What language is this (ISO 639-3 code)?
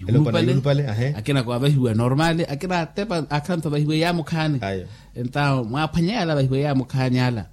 vmw